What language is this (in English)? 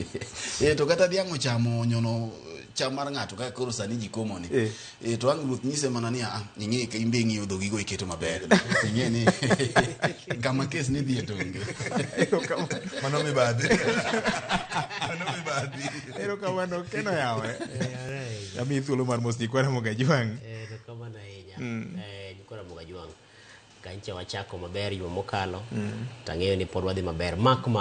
Luo (Kenya and Tanzania)